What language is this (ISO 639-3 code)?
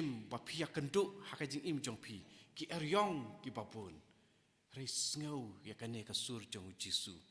kha